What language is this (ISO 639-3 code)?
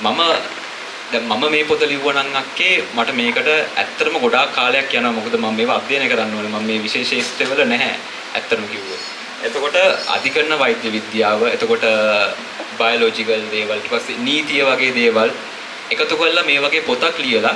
sin